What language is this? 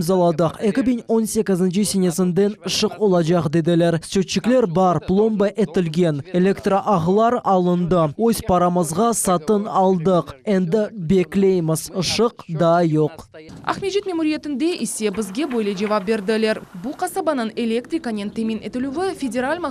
Crimean Tatar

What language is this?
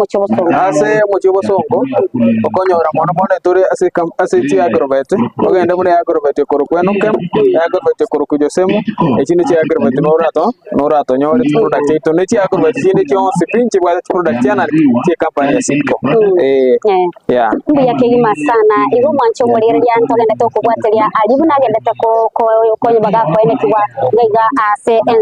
Gusii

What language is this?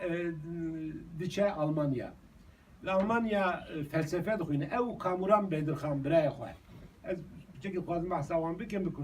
Kurdish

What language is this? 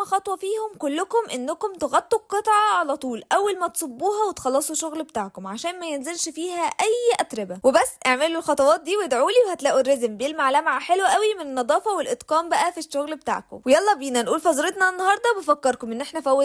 Egyptian Arabic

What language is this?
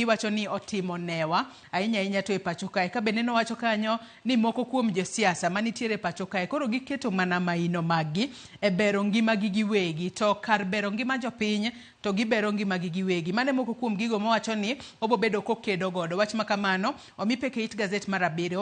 Luo (Kenya and Tanzania)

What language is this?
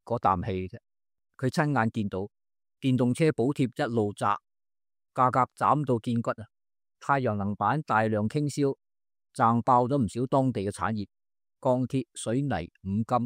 Cantonese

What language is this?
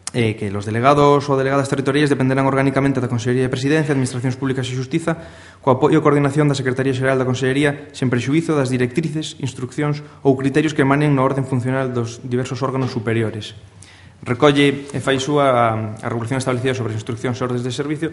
Galician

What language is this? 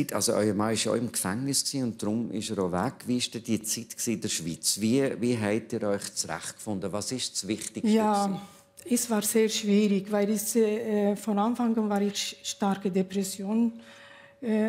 Swiss German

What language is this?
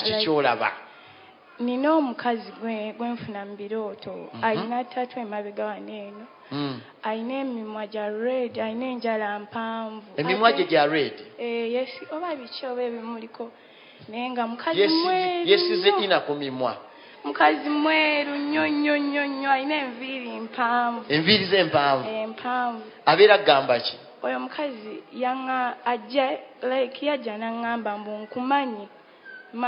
Ganda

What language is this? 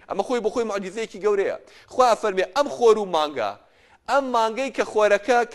Central Kurdish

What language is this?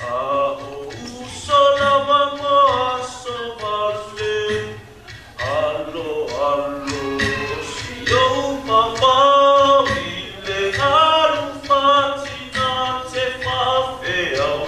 Samoan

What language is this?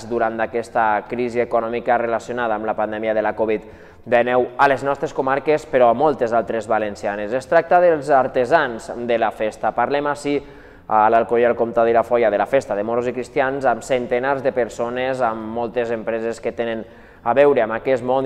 Catalan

